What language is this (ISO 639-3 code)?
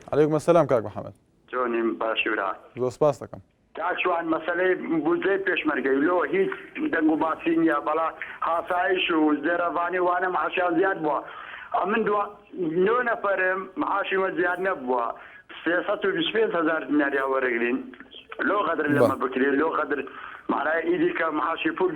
ckb